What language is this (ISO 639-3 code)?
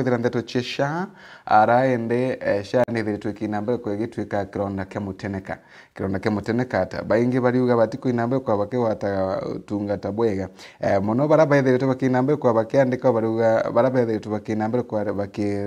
mer